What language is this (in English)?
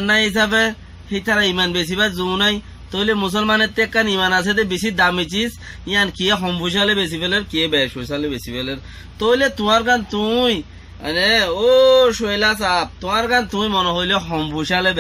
Rohingya